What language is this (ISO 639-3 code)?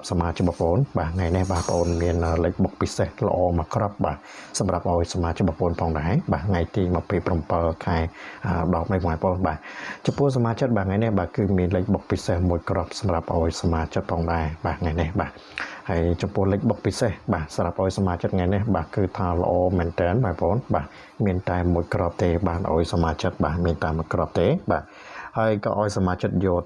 khm